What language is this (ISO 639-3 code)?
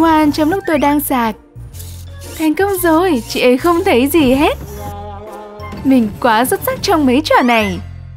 vie